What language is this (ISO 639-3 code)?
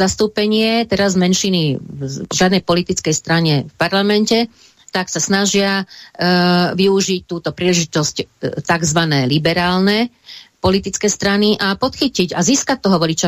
slk